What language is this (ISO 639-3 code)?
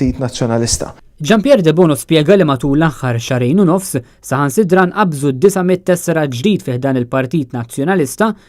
mlt